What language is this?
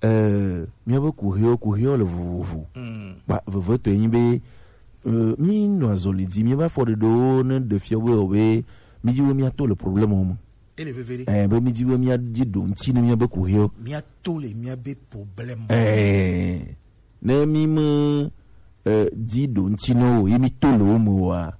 Gen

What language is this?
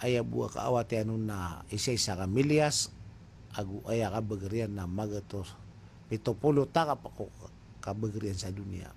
Maranao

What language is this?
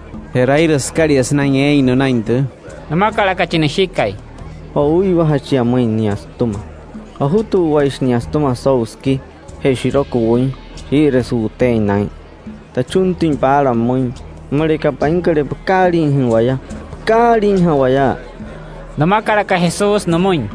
Wayuu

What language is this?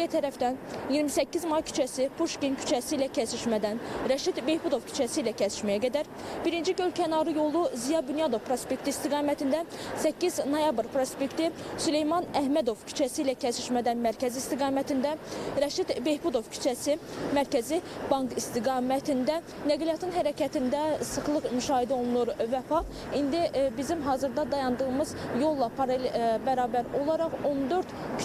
Azerbaijani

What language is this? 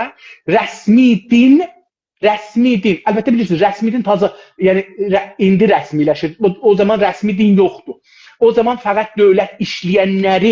South Azerbaijani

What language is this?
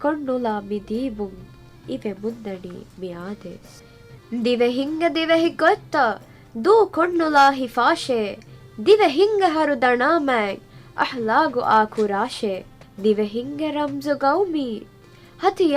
Divehi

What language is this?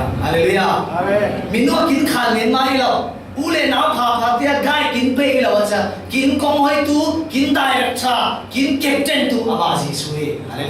Falam Chin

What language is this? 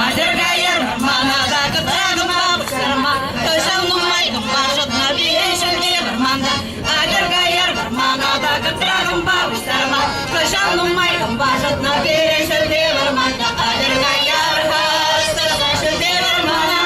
Chuvash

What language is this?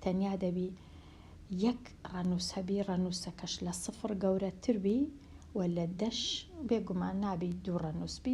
Central Kurdish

